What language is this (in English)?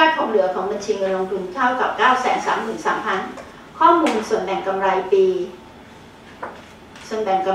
Thai